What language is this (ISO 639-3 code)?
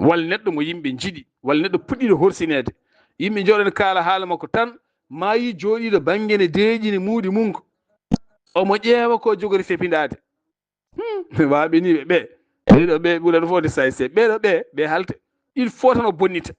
ful